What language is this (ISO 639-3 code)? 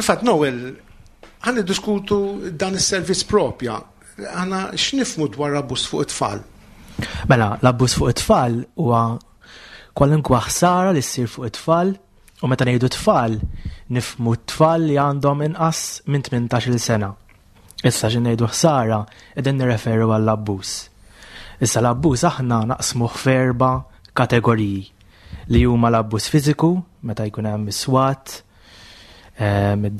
mlt